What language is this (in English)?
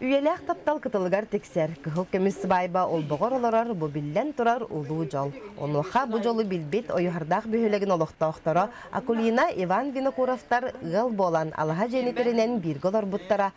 Yakut